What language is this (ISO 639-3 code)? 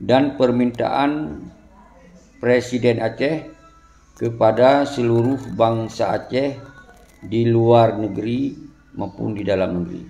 ace